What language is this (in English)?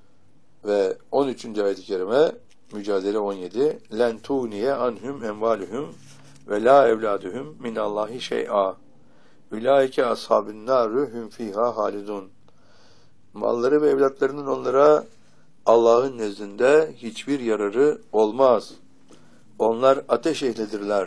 Turkish